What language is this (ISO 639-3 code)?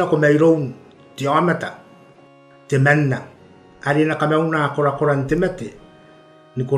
gil